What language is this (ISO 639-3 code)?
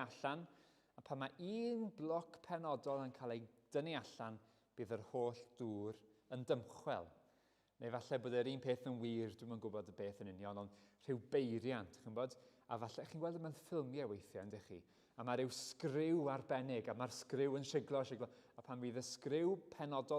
cym